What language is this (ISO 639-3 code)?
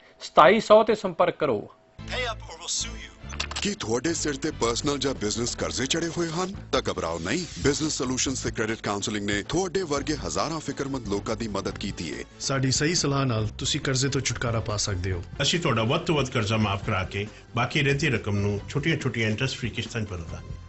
pan